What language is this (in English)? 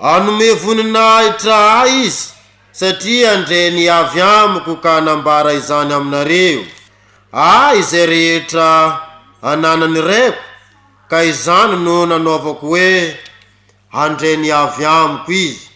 Malagasy